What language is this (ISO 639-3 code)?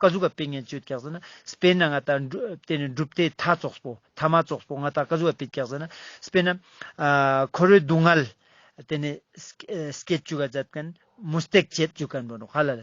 lbj